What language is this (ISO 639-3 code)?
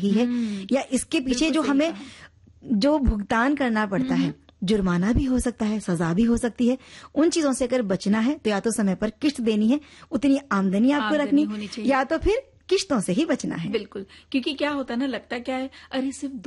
hin